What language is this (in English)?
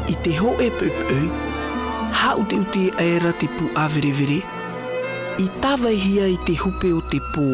Tahitian